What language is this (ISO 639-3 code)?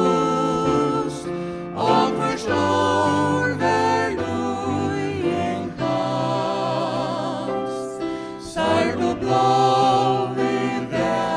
fao